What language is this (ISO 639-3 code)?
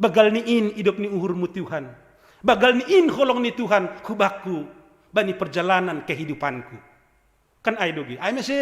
bts